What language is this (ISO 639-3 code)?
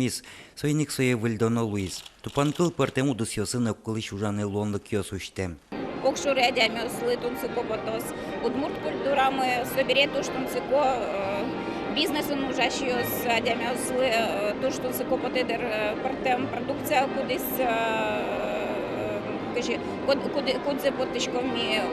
udm